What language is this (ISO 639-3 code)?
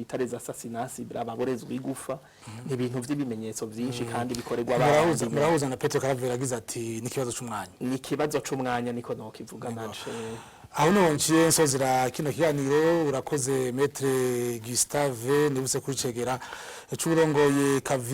run